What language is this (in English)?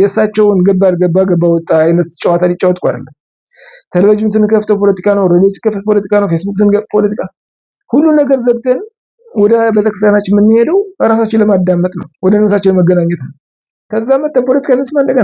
Amharic